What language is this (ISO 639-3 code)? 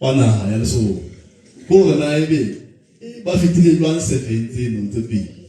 sot